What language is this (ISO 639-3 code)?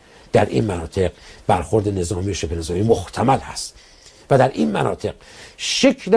fas